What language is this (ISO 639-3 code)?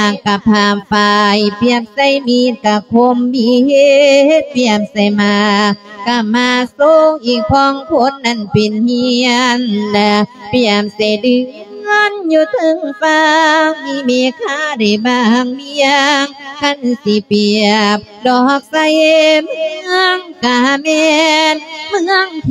lao